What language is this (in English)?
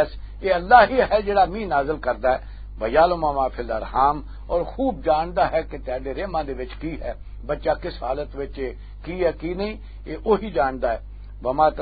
Western Panjabi